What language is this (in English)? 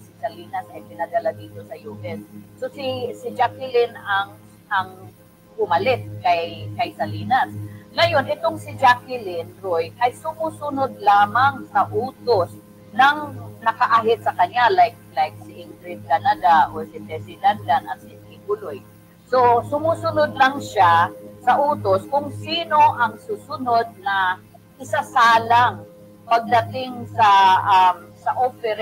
Filipino